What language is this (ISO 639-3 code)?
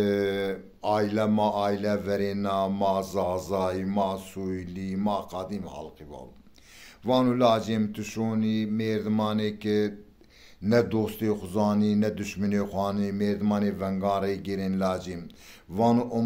zza